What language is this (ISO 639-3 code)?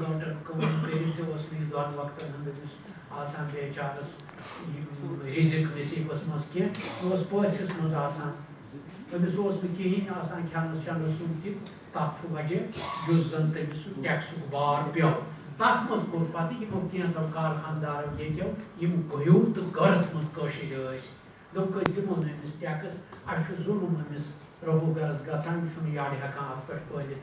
kas